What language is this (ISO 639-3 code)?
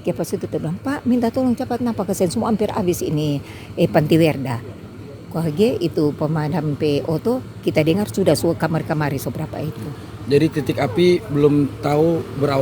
xmm